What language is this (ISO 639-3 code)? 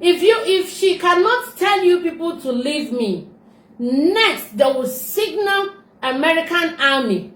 ibo